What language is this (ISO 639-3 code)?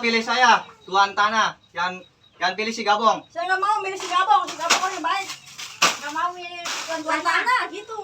bew